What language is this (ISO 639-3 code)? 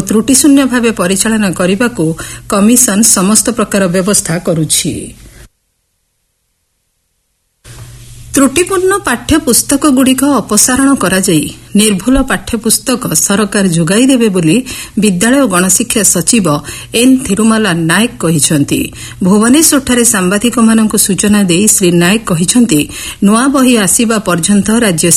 ori